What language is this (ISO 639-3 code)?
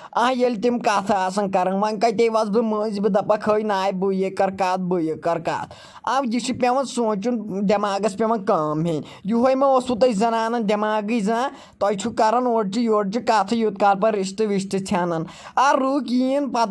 kas